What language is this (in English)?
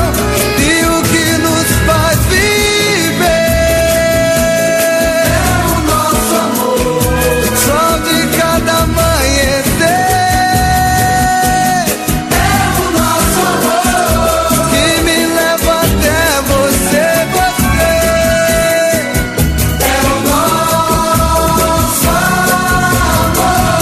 Portuguese